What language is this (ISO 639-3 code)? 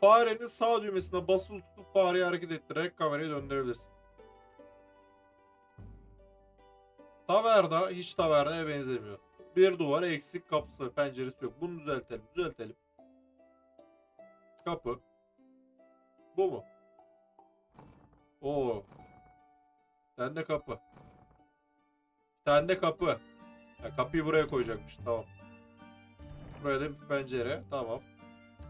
tur